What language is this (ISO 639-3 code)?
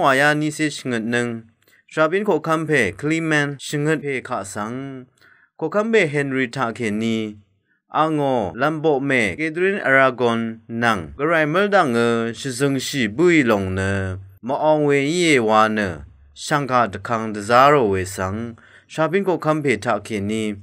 raw